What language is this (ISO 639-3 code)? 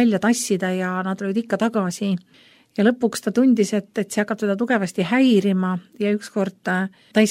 est